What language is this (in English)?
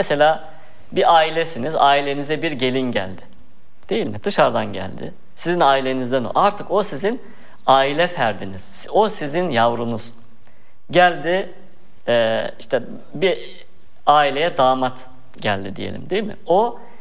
Turkish